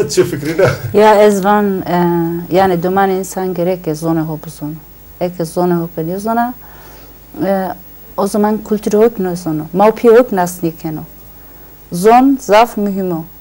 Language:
Zaza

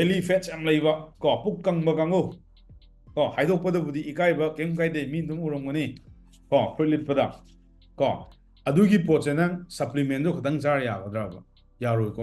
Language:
Manipuri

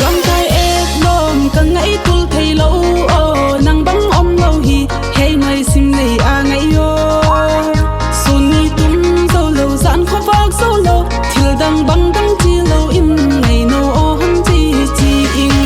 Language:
Paite Chin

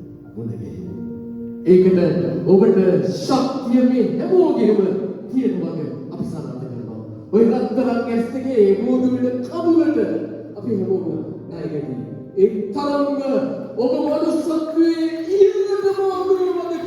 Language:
Sinhala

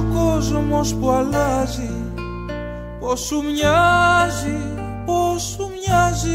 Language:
Greek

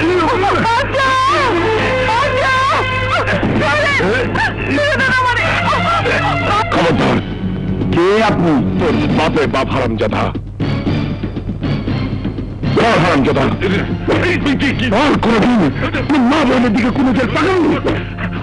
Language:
Bangla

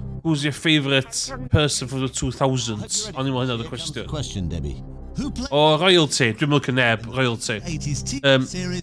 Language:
Welsh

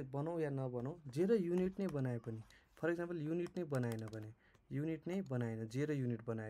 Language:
Nepali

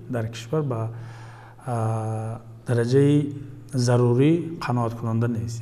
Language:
Tajik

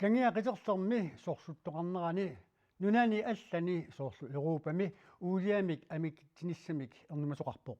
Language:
Kalaallisut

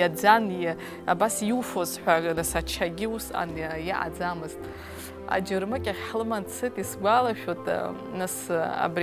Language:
Abkhazian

